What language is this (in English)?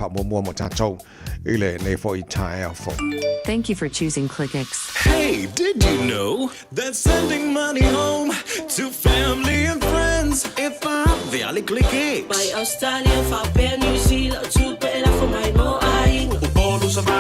Samoan